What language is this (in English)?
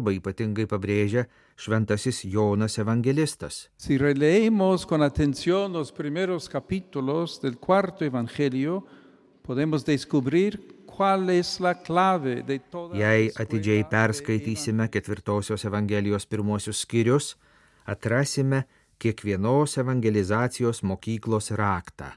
Lithuanian